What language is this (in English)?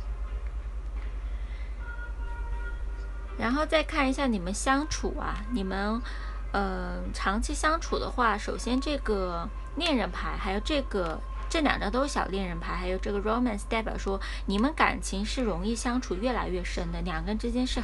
Chinese